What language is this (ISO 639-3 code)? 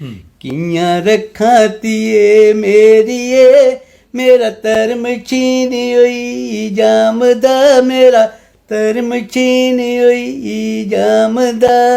doi